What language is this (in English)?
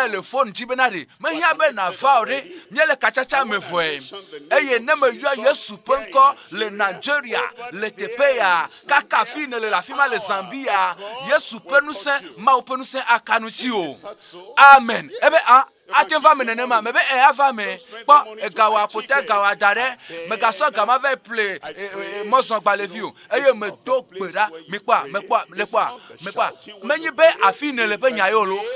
Ewe